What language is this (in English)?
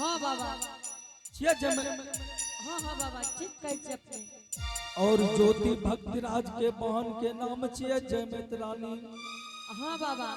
Angika